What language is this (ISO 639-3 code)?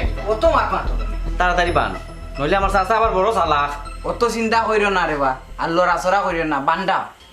syl